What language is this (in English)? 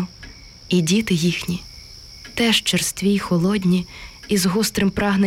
Ukrainian